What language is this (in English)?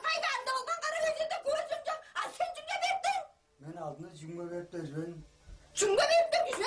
Tuvinian